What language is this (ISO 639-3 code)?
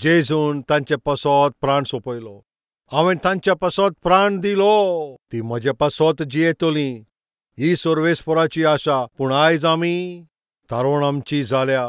kok